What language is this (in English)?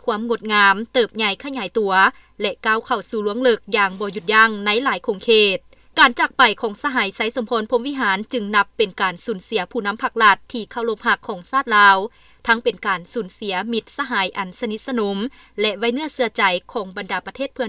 Lao